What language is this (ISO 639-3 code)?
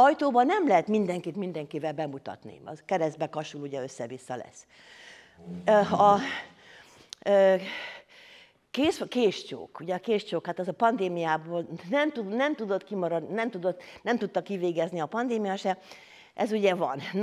hun